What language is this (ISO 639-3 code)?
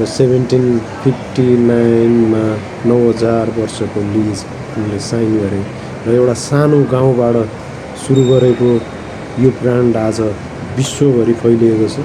nep